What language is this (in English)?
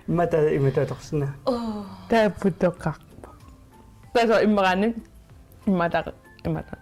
Kalaallisut